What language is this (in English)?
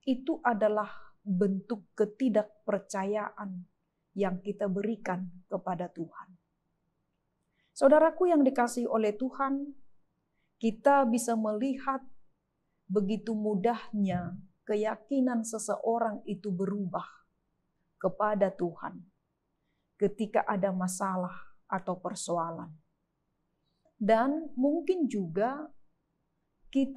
Indonesian